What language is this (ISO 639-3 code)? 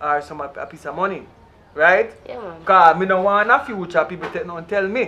jam